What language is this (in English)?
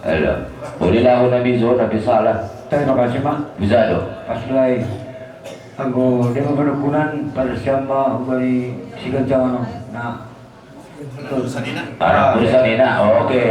Batak Simalungun